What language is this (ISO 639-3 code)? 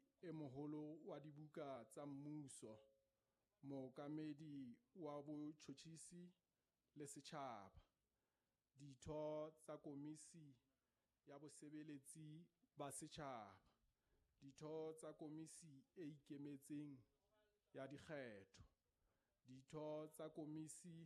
sot